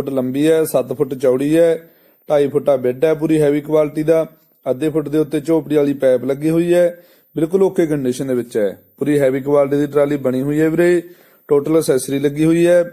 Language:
Punjabi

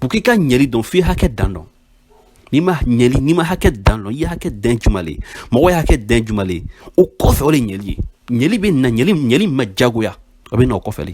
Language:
Bambara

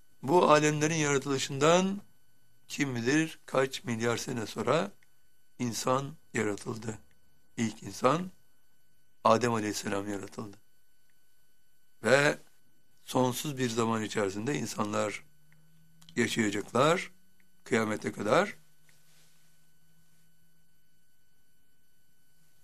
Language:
Turkish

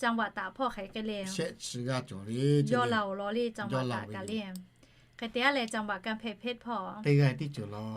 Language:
Lahu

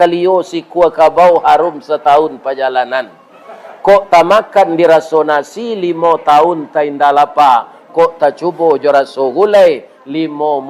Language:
Minangkabau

